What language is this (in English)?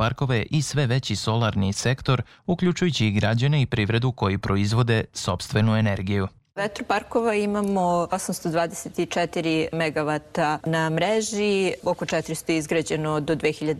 Serbian